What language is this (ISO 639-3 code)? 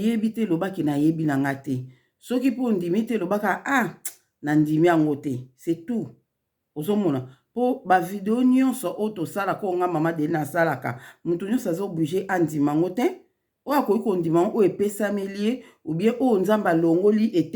lin